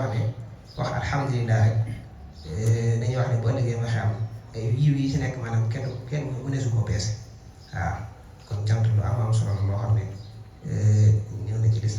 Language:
Wolof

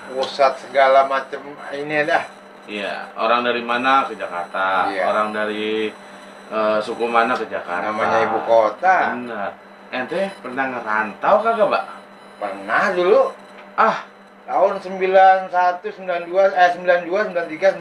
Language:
Betawi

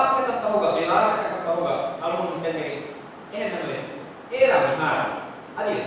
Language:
Divehi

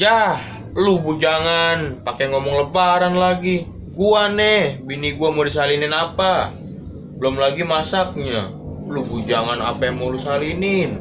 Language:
Betawi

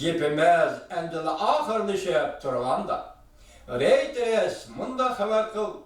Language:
Uyghur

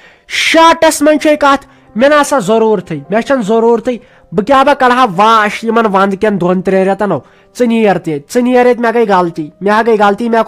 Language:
Kashmiri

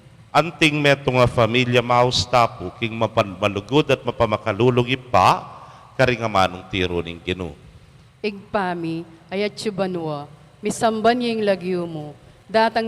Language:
Pampanga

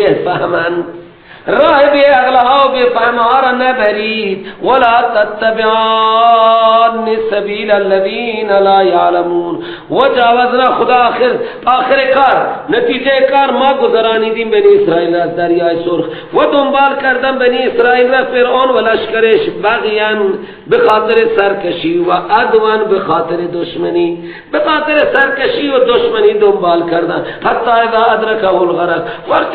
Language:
Persian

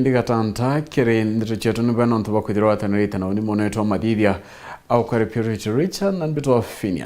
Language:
Meru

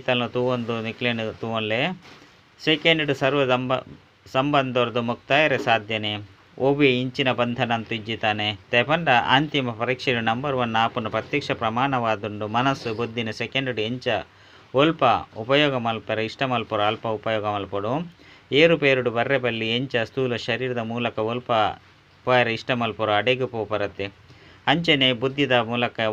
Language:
Tulu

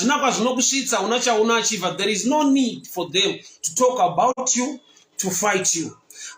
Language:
Shona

